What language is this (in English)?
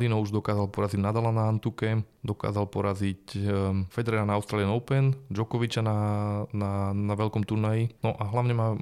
Slovak